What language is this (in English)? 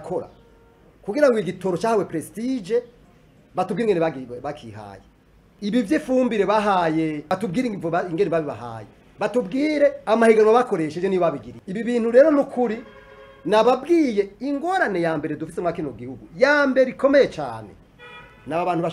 Rundi